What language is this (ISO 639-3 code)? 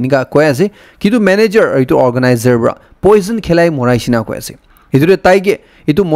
nag